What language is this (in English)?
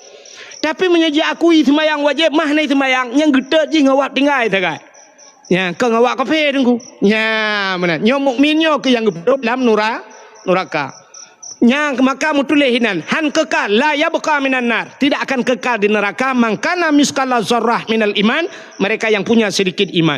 Achinese